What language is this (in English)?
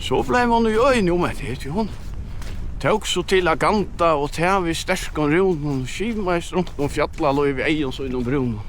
Faroese